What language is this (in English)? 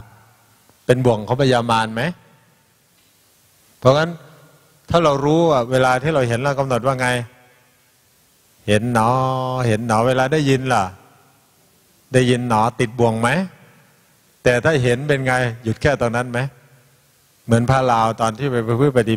Thai